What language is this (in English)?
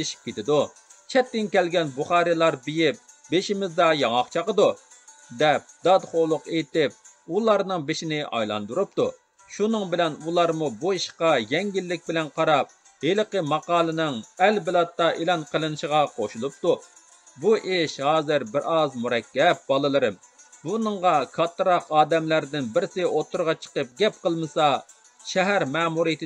Uyghur